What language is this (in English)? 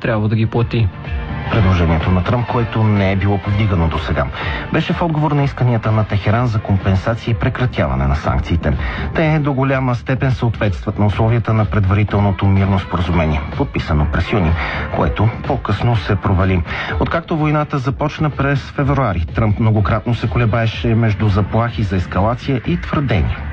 Bulgarian